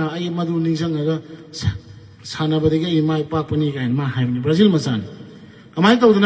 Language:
Manipuri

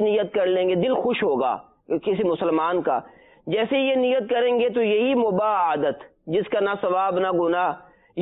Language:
Urdu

